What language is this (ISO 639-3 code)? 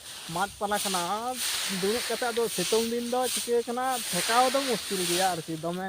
sat